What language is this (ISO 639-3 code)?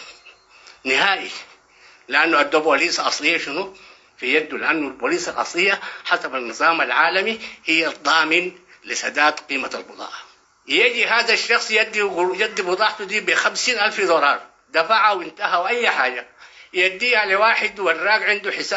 apd